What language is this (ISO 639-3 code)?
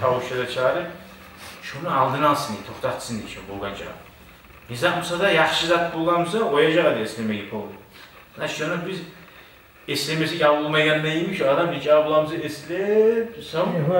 kum